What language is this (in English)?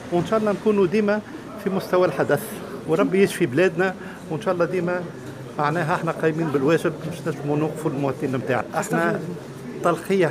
Tunisian Arabic